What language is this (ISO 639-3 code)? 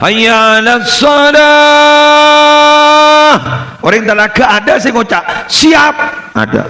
mad